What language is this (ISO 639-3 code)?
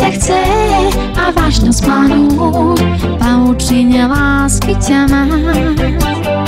slk